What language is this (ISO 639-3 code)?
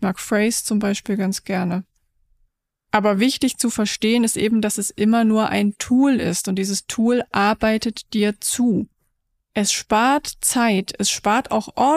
deu